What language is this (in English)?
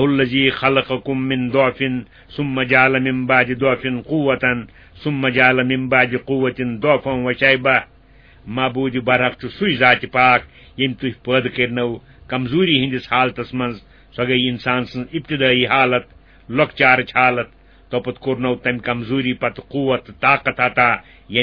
Kashmiri